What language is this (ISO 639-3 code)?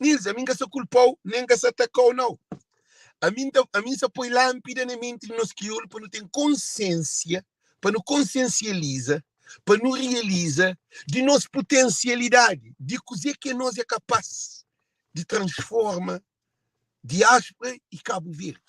kea